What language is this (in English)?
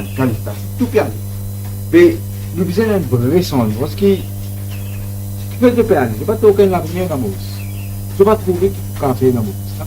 Morisyen